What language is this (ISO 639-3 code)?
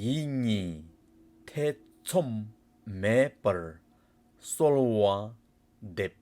bod